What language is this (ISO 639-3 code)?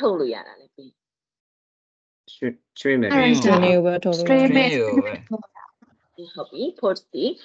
mya